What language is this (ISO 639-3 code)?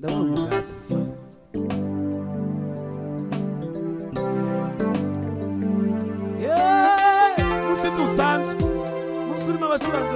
kin